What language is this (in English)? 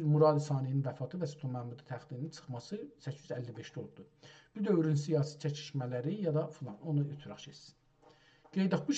South Azerbaijani